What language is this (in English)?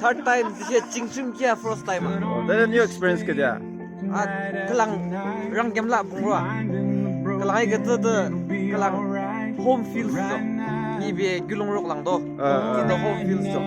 Naga Pidgin